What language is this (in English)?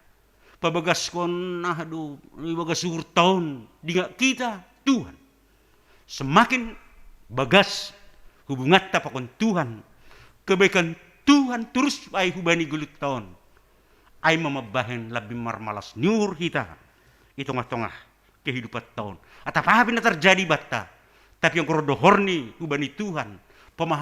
Batak Simalungun